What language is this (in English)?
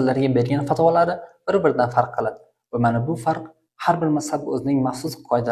Uzbek